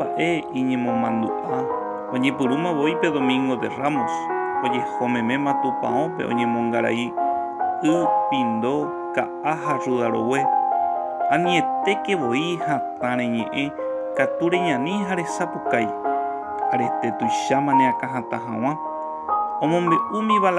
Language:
Guarani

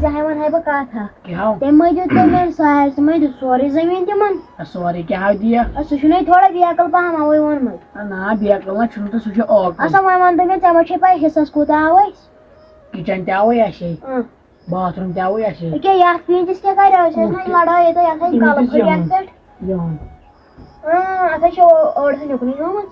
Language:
Kashmiri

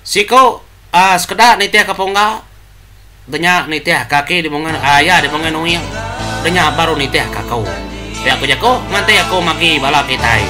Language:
Iban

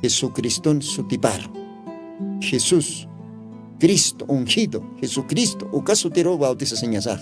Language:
Aymara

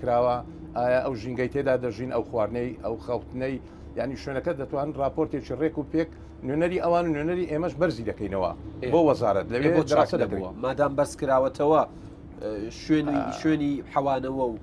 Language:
Central Kurdish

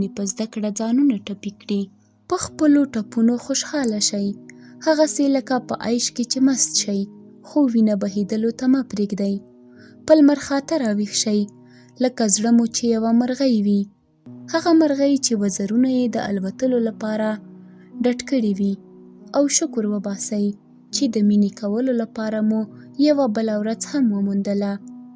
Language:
Pashto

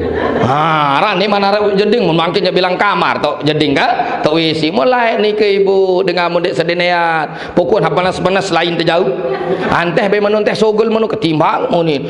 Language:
Sasak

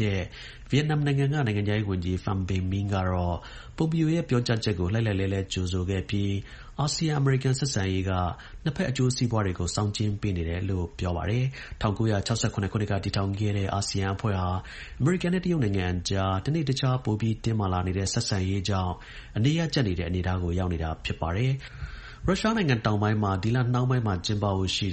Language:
Burmese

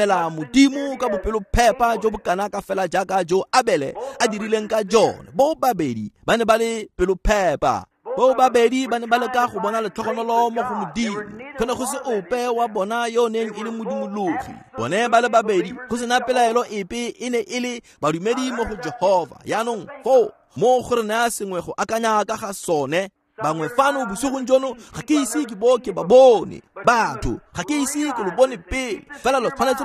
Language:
Tswana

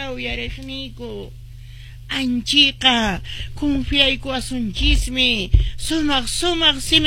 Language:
Quechua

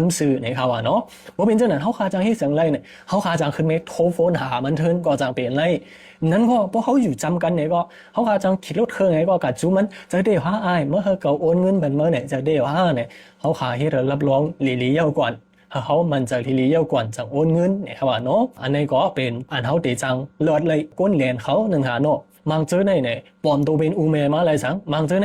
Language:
Shan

